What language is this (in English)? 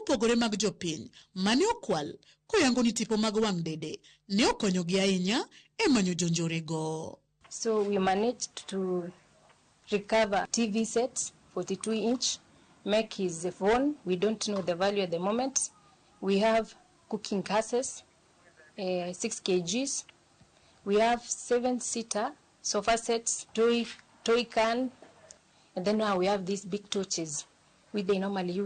Luo (Kenya and Tanzania)